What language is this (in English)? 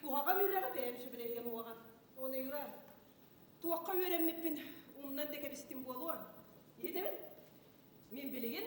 Yakut